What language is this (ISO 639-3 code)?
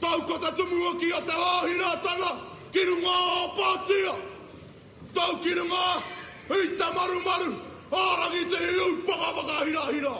mri